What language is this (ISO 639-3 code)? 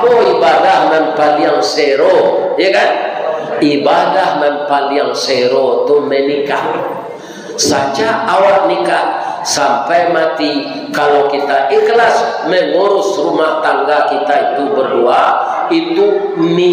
min